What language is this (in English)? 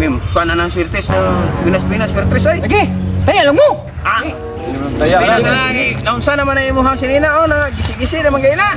Cebuano